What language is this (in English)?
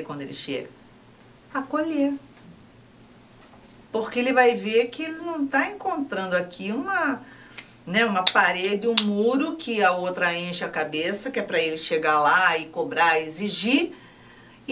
Portuguese